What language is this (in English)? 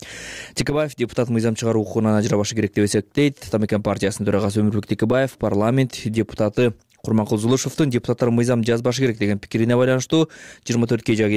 Kyrgyz